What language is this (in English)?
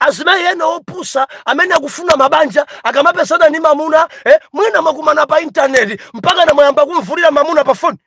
Nyanja